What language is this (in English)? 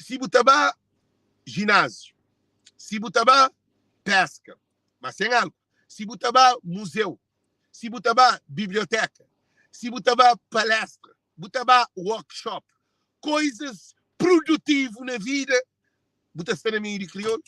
Kabuverdianu